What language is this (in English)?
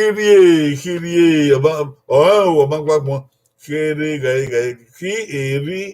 Bini